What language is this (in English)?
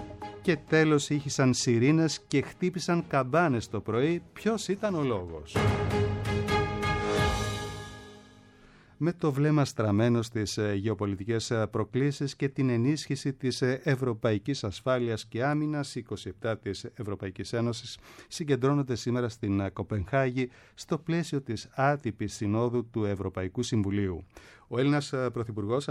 Greek